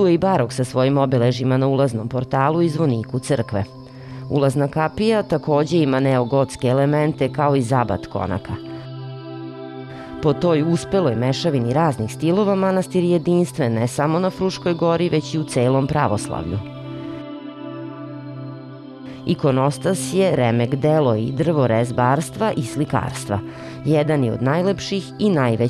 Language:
Serbian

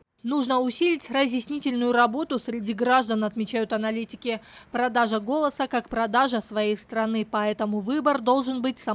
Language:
Russian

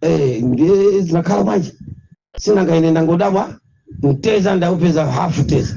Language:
Nyanja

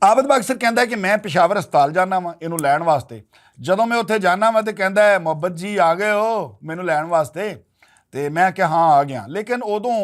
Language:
Western Panjabi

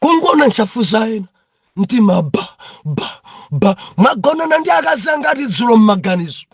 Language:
Nyanja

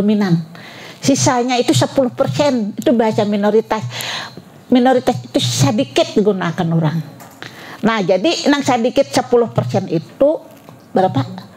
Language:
Banjar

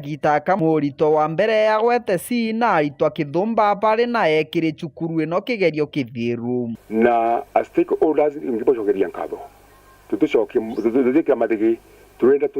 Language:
Meru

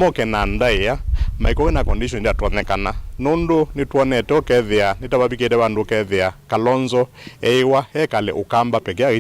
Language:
Kamba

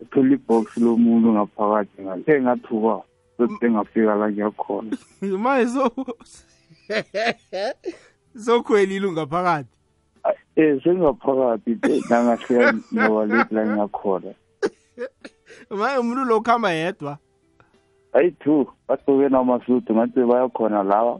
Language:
South Ndebele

